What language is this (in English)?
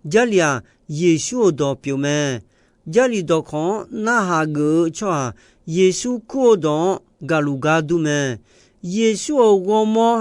Akha